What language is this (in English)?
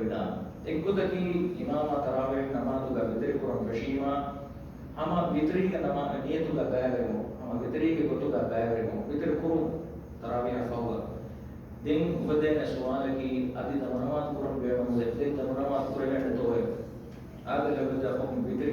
Divehi